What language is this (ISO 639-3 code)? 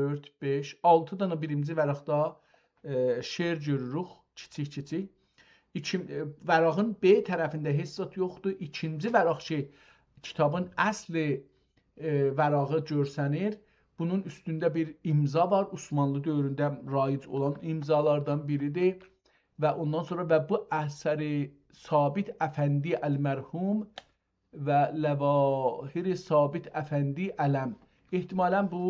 azb